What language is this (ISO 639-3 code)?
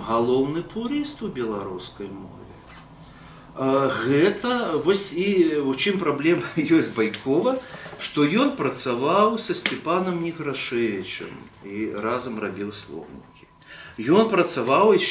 bel